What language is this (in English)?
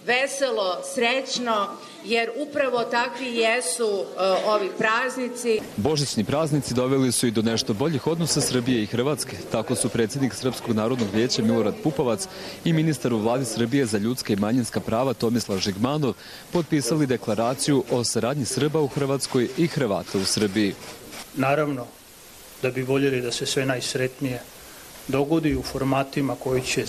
Bosnian